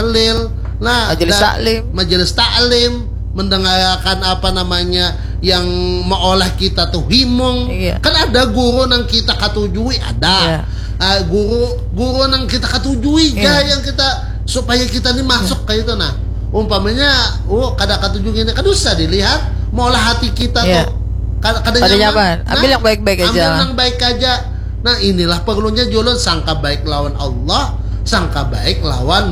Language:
Banjar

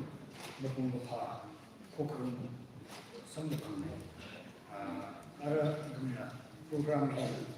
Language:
Tangkhul Naga (India)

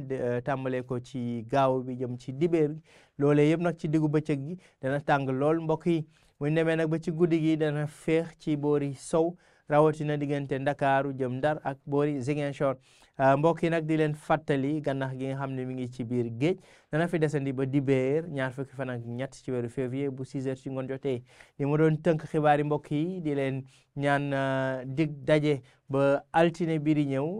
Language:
Wolof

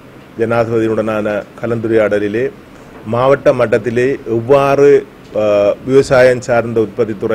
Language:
Tamil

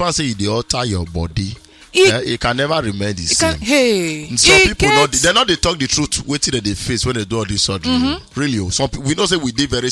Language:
Nigerian Pidgin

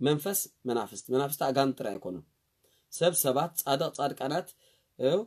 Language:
Tigrinya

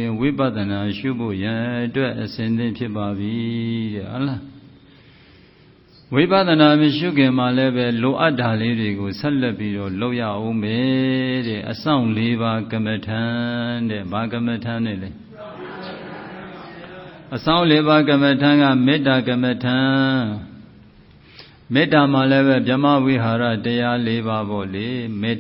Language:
Burmese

